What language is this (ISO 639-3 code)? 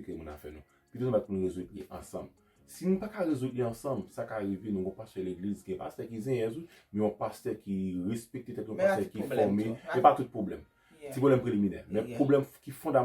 hat